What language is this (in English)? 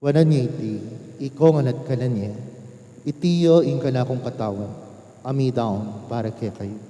Pampanga